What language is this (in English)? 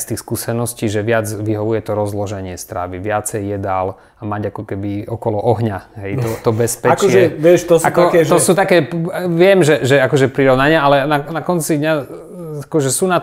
Slovak